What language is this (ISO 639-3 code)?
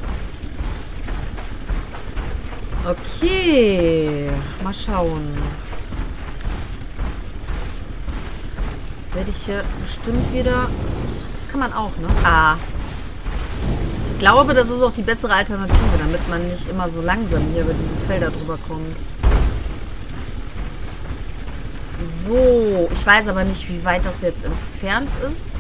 deu